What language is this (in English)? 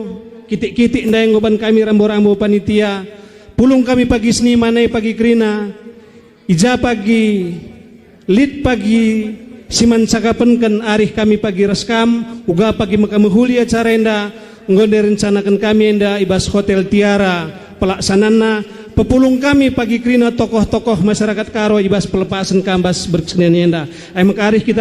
Batak Karo